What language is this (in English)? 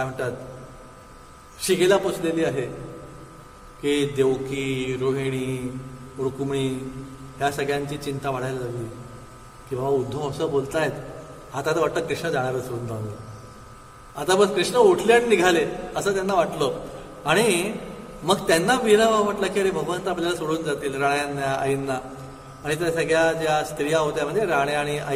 Marathi